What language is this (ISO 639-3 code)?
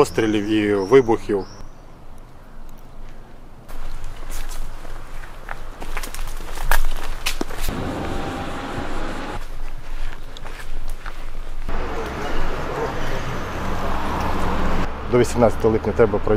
ukr